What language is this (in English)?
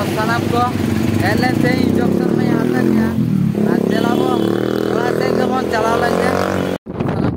Santali